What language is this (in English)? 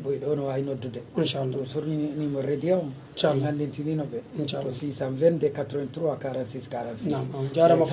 Pular